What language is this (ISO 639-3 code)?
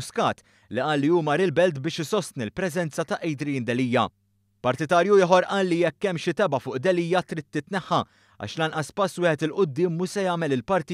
mlt